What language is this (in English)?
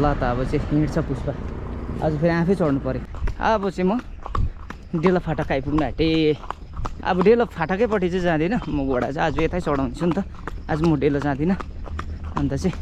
Nepali